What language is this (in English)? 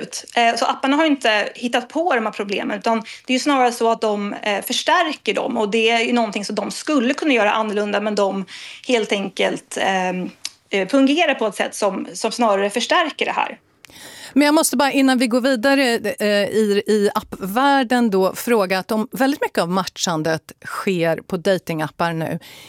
Swedish